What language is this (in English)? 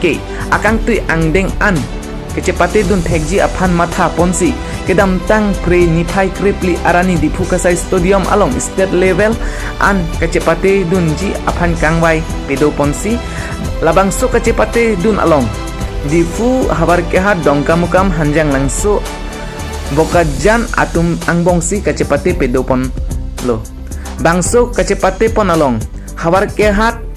Karbi